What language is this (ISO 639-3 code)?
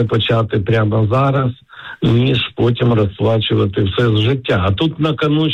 ukr